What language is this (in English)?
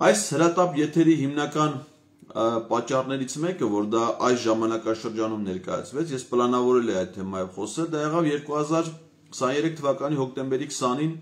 Armenian